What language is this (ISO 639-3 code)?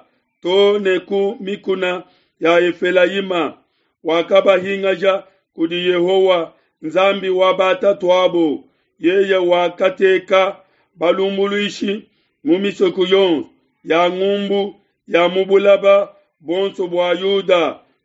lua